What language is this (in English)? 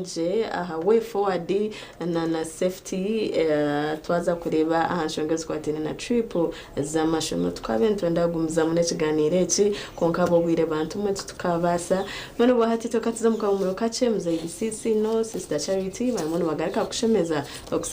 Nyankole